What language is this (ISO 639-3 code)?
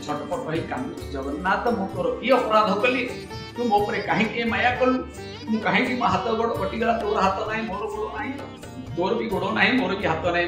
ori